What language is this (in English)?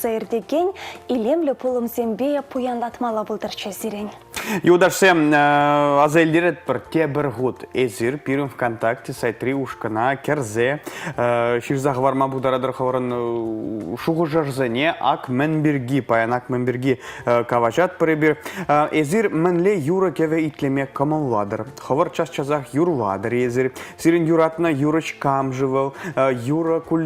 Chuvash